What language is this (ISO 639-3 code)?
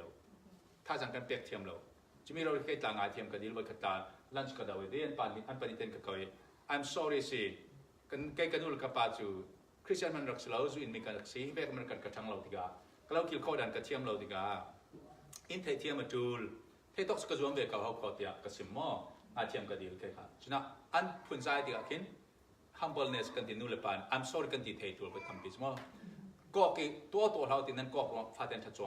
cfm